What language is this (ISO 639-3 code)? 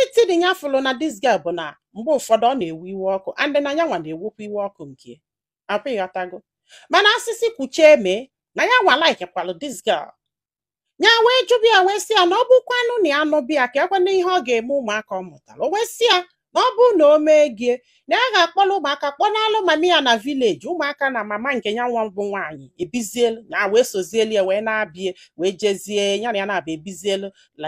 ibo